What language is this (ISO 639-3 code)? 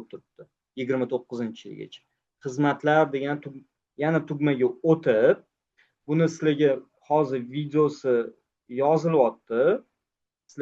uzb